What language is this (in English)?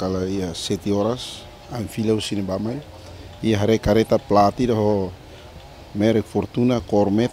Tetum